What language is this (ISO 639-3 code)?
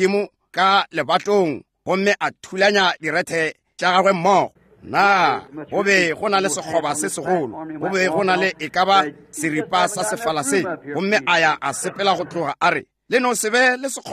nso